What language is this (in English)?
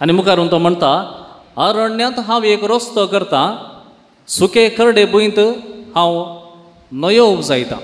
Konkani